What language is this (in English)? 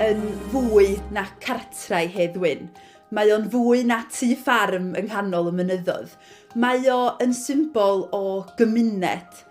Welsh